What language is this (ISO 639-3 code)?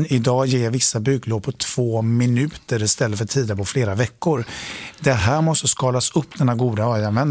swe